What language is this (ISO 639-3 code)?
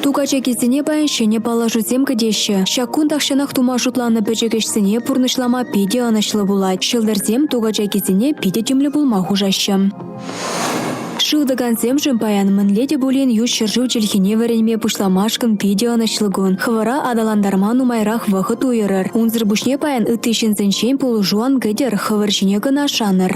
chv